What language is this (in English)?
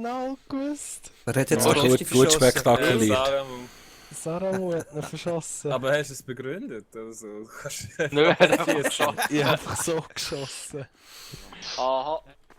Swiss German